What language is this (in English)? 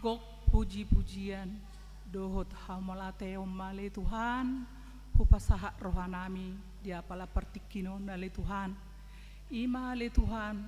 Batak Toba